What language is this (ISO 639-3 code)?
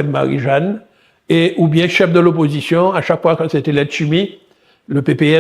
gcf